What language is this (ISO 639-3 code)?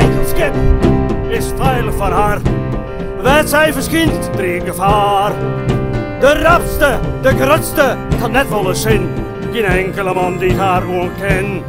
fry